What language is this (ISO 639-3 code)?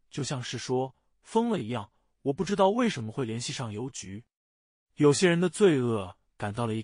zho